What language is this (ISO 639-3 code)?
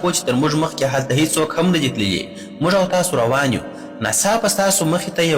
pus